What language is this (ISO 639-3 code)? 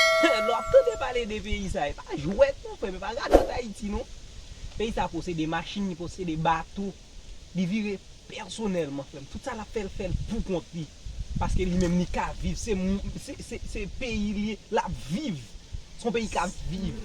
hat